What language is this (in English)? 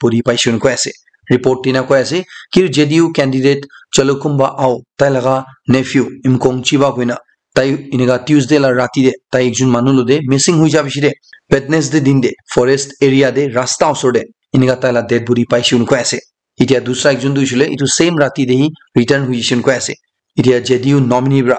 Naga Pidgin